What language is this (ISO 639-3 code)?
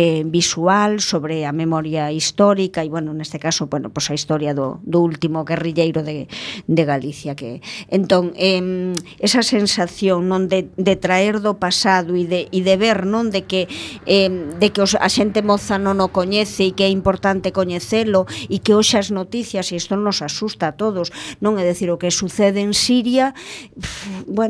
glg